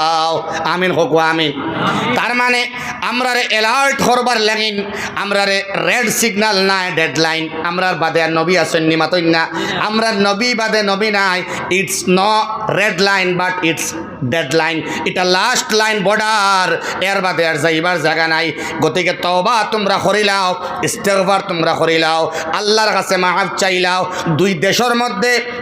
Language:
Sylheti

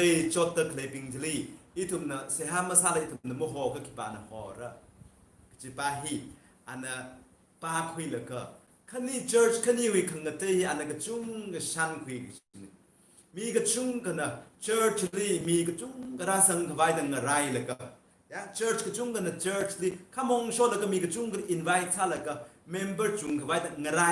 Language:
Tangkhul Naga (India)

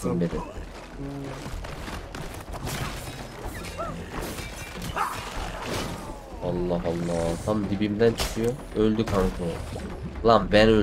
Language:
Turkish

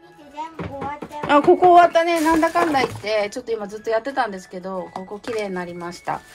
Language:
Japanese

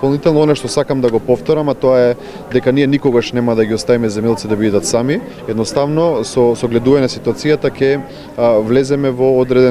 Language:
Macedonian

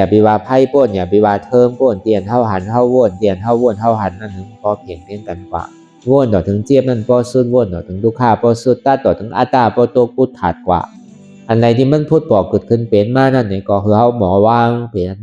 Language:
Shan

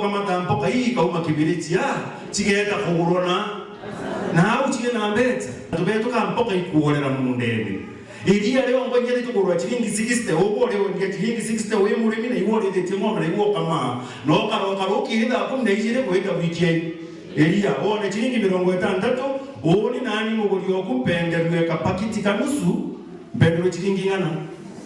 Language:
Meru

